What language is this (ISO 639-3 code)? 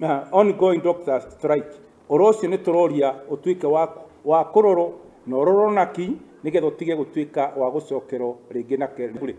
kik